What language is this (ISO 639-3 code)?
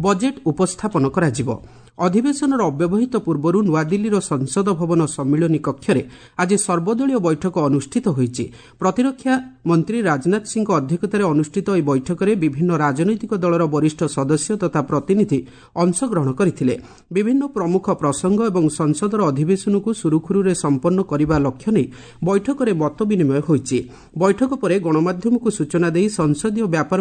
ori